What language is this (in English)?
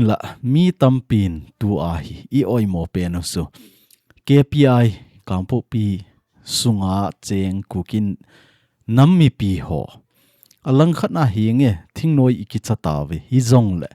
Thado Chin